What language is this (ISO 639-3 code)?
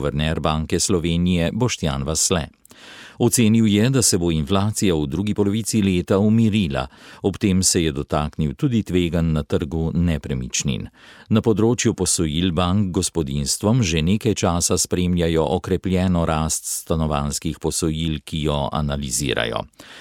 slv